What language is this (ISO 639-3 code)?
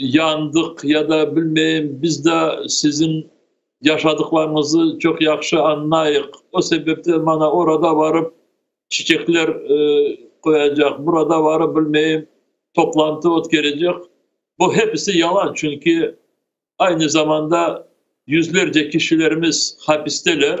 crh